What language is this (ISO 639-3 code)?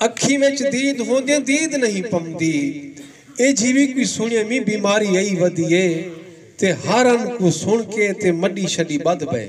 skr